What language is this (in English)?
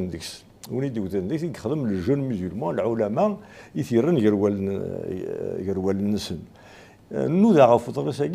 Kabyle